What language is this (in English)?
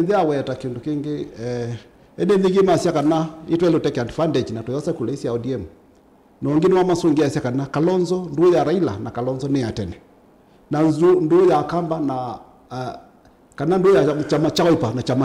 Kamba